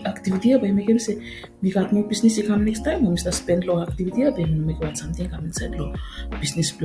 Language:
Bislama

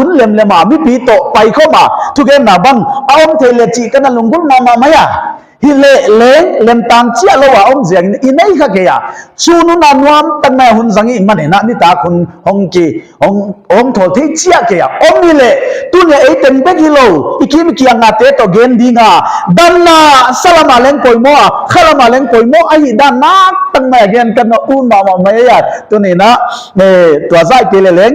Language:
Paite Chin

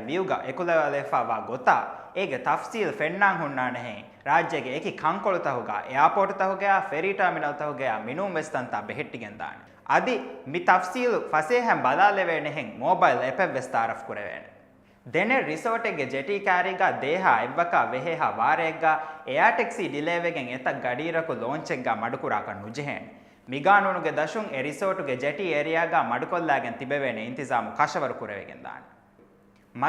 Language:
Divehi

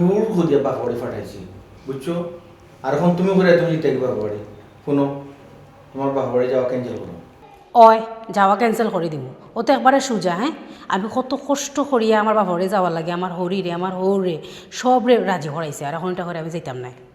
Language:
Sylheti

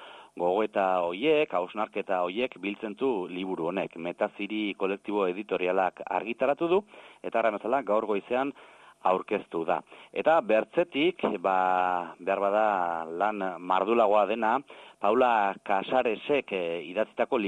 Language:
Basque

